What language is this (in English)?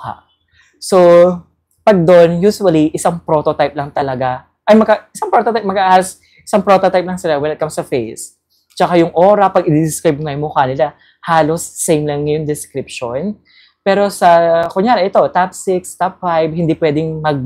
Filipino